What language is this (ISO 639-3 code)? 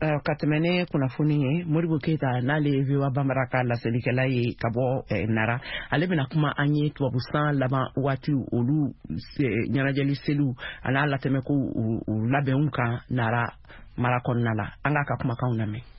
bam